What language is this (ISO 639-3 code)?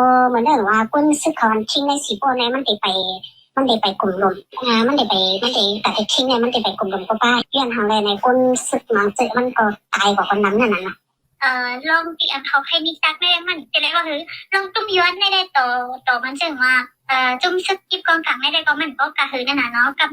shn